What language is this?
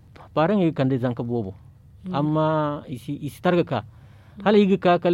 Zarma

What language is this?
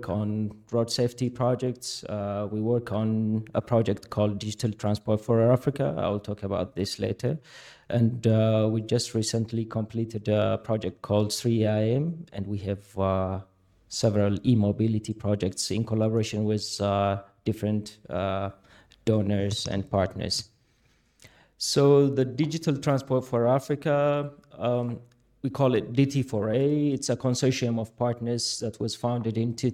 English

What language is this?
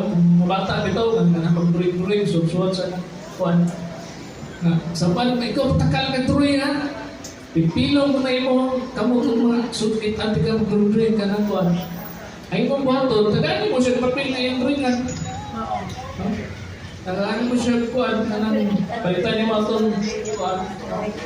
Cebuano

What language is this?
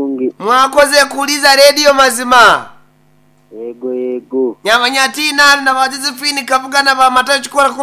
Nyankole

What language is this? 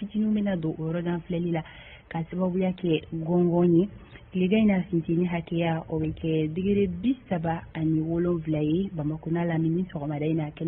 Bambara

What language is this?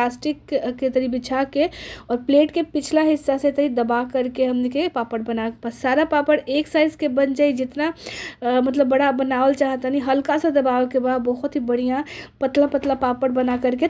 Bhojpuri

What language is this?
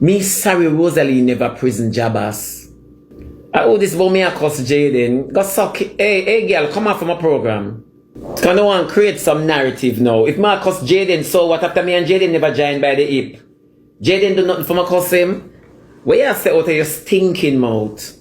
Jamaican Creole English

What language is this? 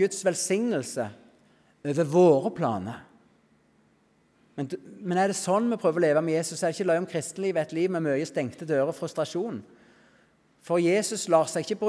Norwegian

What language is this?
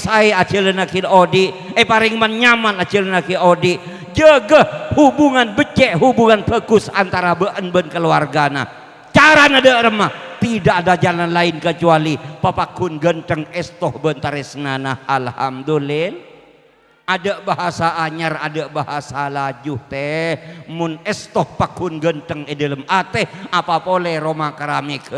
Madurese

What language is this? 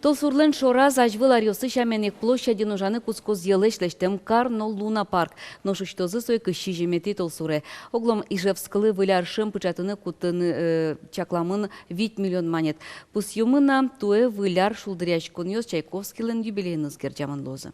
Udmurt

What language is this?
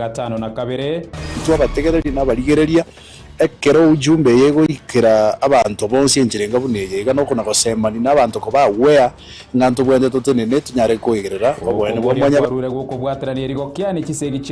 Gusii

